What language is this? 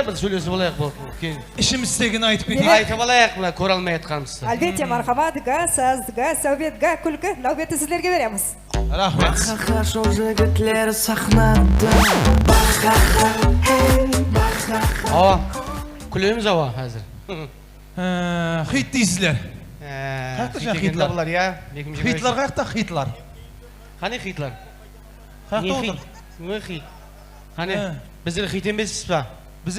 Kara-Kalpak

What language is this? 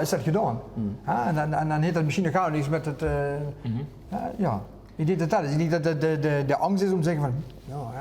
Limburgish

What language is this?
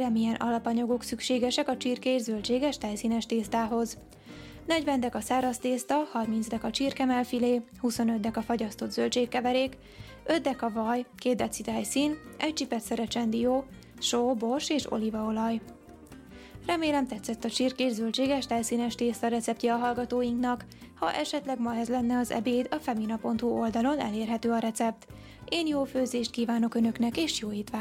Hungarian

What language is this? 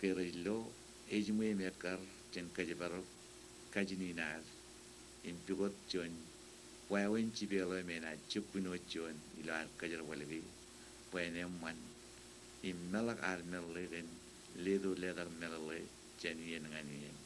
Marshallese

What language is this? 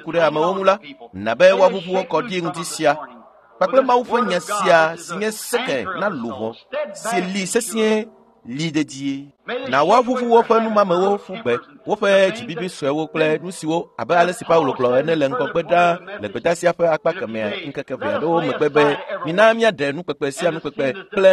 Ewe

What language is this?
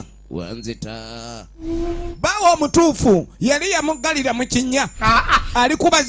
Ganda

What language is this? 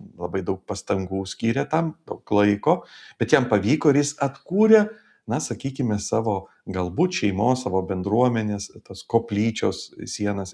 Lithuanian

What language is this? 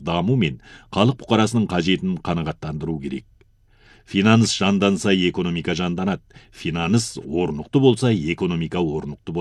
Kazakh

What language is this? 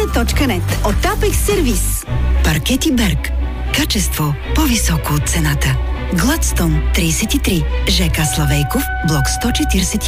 Bulgarian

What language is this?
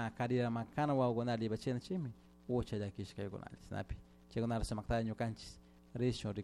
Chimborazo Highland Quichua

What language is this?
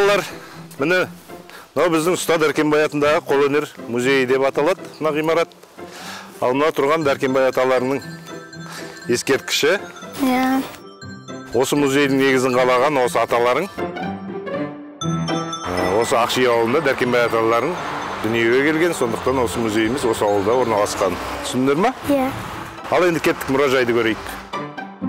Kazakh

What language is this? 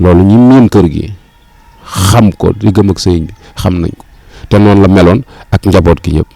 Wolof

